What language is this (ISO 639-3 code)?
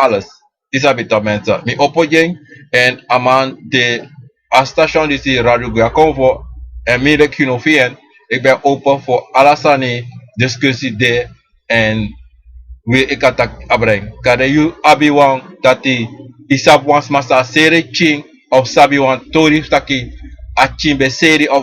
srn